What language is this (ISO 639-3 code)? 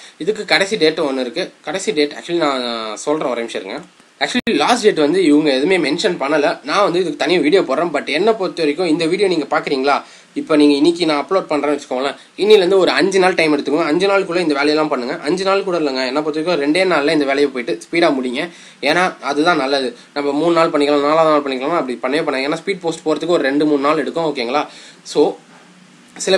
tam